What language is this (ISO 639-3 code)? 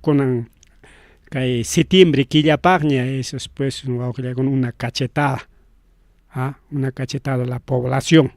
quy